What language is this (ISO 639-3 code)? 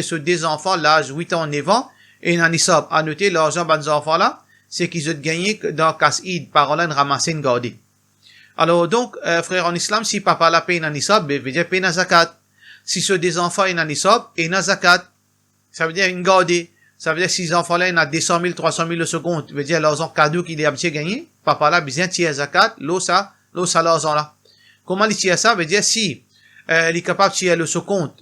mfe